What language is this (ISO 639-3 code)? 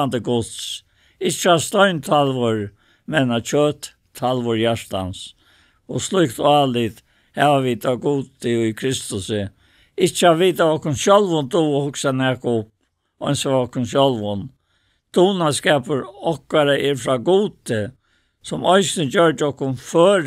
fao